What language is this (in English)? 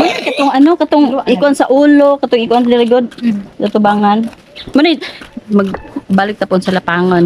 Cebuano